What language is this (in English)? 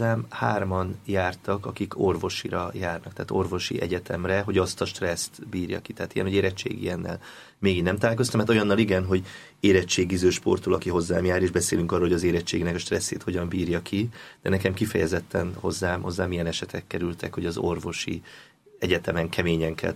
Hungarian